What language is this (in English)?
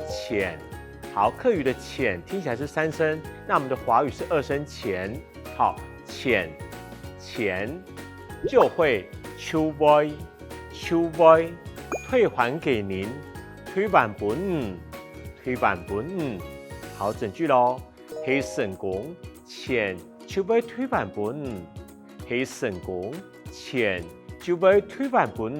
Hakka Chinese